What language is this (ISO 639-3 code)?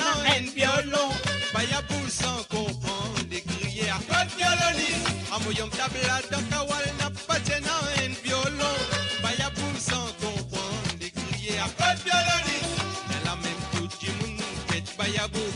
mfe